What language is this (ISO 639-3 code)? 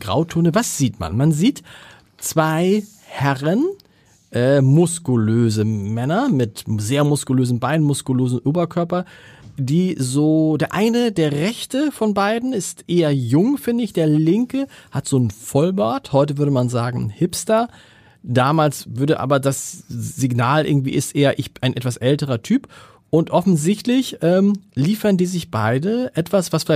deu